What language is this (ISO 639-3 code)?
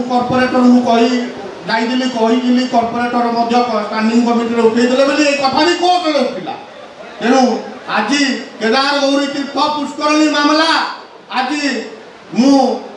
ori